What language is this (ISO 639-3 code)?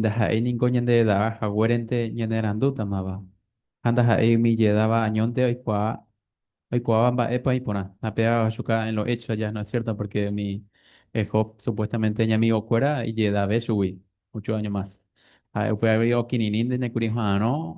grn